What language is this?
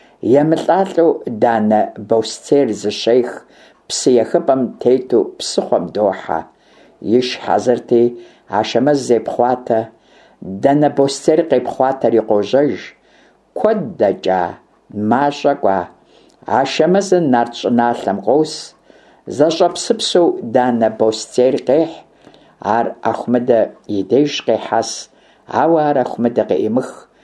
Kabardian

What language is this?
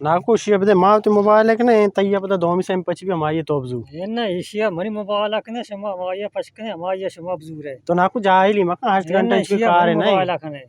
Baluchi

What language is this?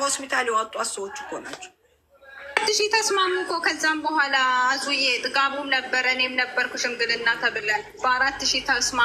Amharic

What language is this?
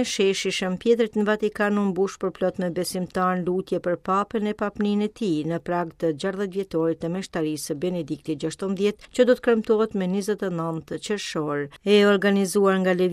Albanian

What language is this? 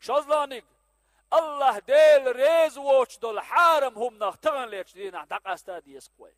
Chechen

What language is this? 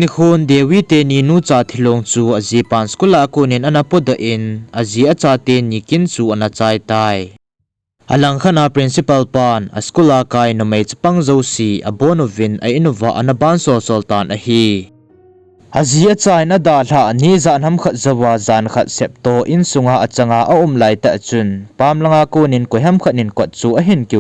Thado Chin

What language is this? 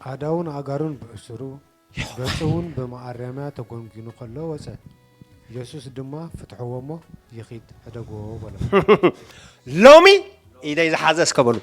Tigrinya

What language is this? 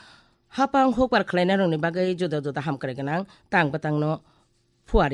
Kok Borok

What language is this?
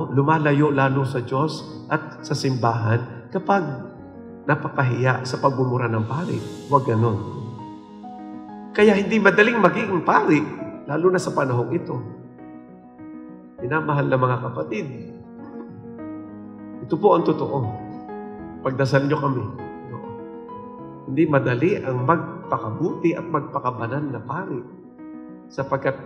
Filipino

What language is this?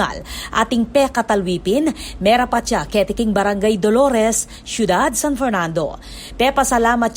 Pampanga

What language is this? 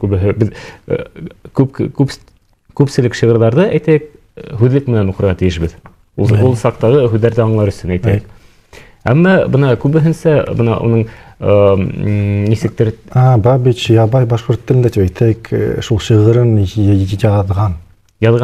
Bashkir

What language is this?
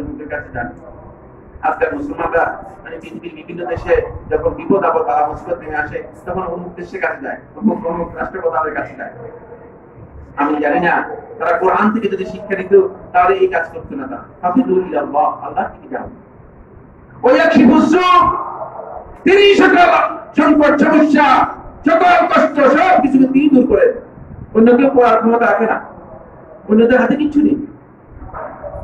Bangla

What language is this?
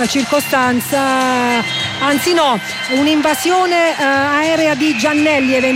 Italian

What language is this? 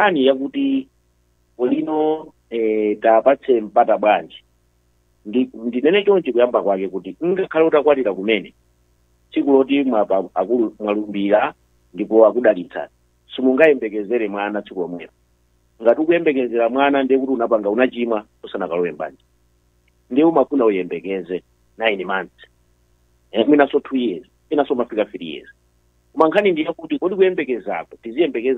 Nyanja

